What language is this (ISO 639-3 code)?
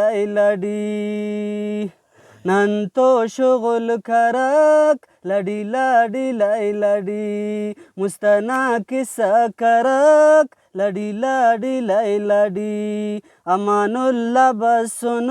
brh